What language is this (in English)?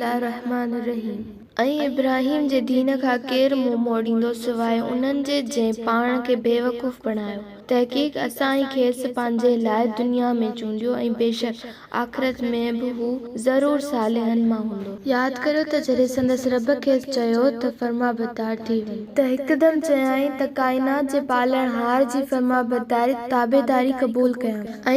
Sindhi